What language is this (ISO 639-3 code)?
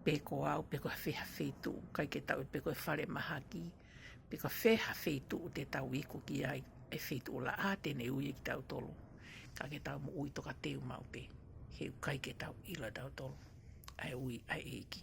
ton